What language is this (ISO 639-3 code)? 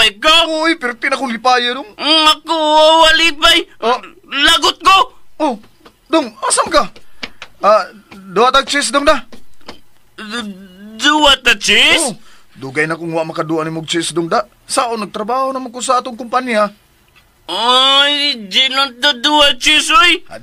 ceb